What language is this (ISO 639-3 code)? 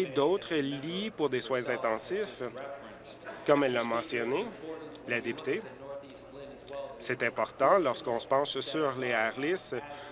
fra